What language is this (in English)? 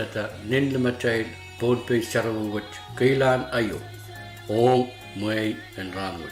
Pohnpeian